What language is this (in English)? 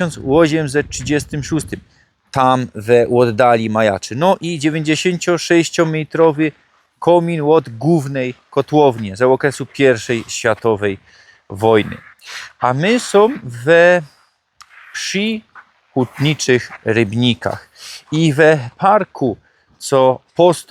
Silesian